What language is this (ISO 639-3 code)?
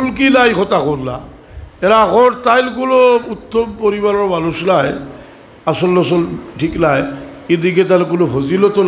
syl